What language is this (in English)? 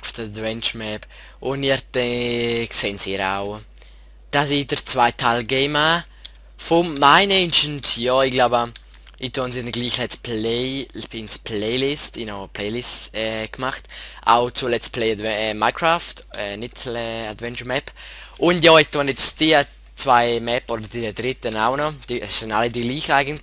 Swiss German